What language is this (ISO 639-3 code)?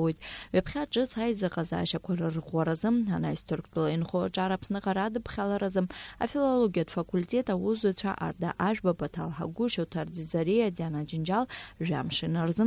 abk